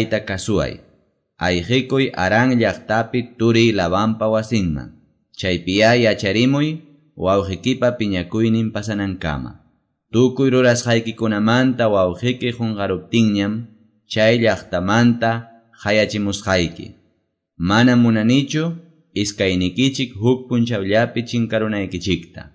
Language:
Quechua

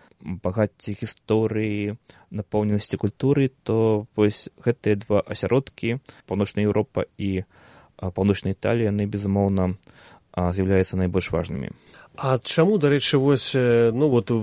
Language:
Belarusian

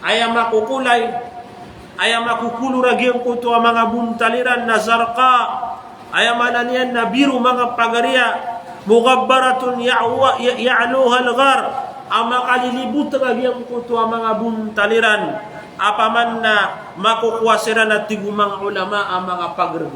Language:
Maranao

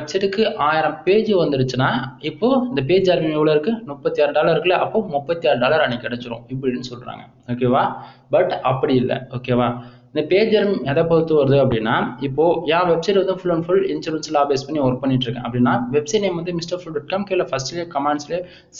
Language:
Tamil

